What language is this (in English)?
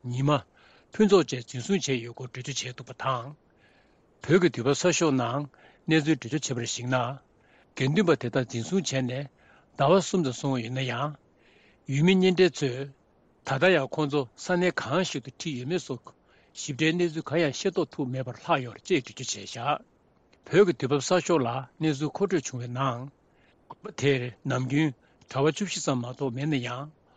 Tibetan